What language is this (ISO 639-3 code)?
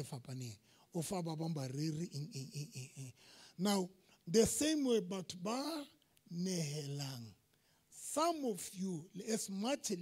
sot